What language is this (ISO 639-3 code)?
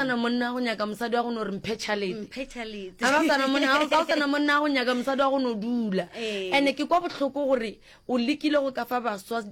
nso